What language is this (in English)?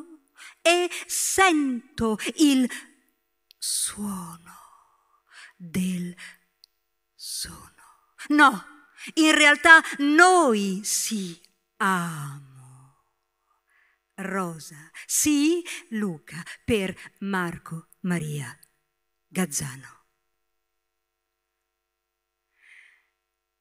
Italian